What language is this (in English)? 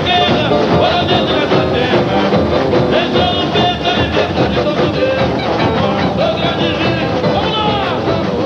Portuguese